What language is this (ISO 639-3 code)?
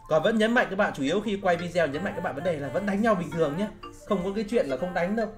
vie